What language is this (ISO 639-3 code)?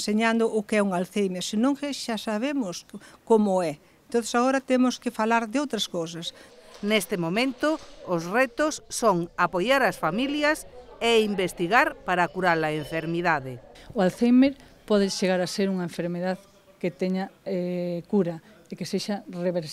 glg